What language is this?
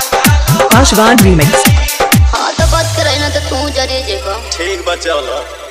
Bhojpuri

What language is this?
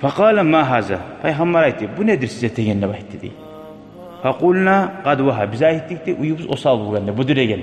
Kumyk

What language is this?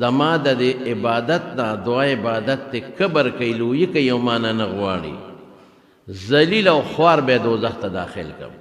Pashto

